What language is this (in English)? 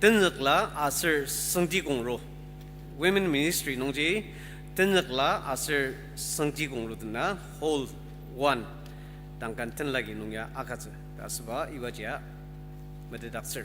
Ao Naga